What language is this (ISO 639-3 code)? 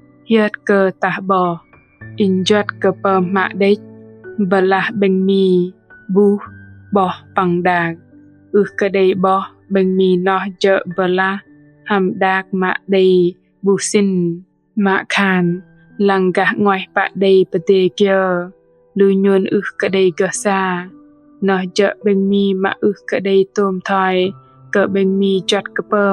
bdq